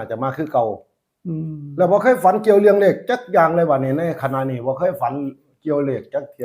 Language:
Northeastern Thai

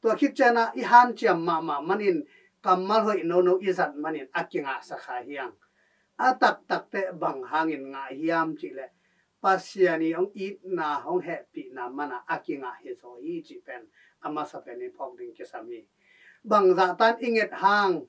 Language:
Tedim Chin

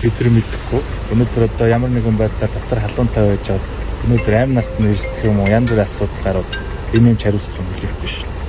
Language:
Mongolian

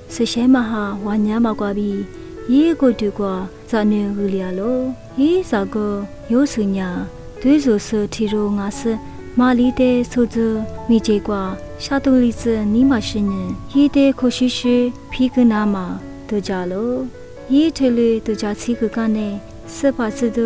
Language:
Lisu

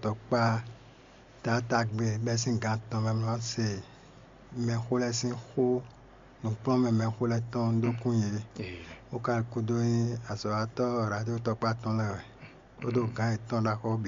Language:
Fon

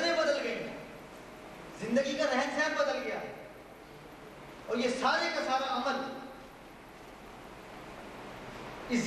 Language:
Urdu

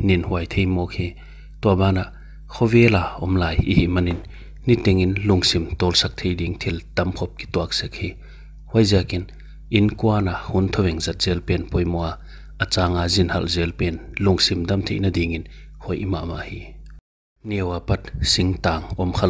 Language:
Paite Chin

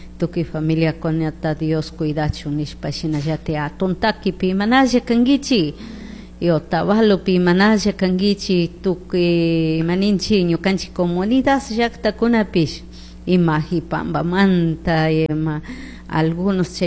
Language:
Chimborazo Highland Quichua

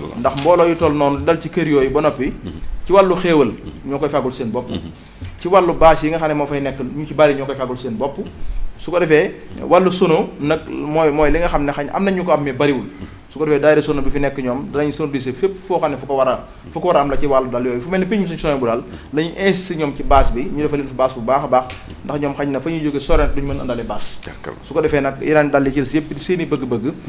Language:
Wolof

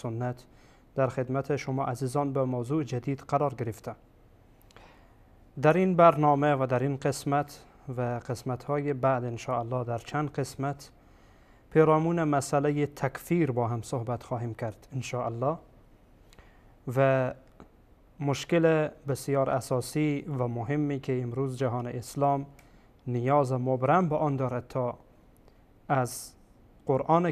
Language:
Persian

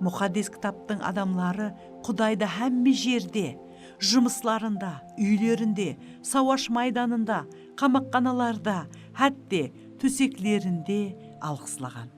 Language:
Kara-Kalpak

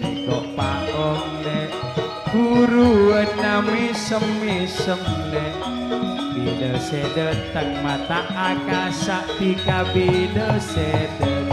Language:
Madurese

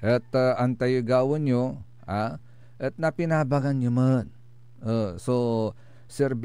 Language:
Pangasinan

